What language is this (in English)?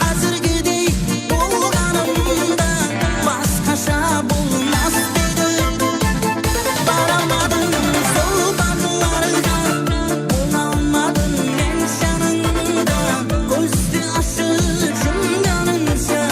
Kara-Kalpak